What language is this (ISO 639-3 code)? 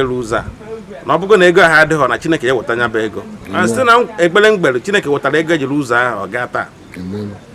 ibo